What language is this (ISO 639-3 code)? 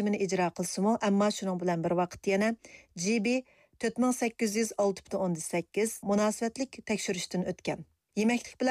uig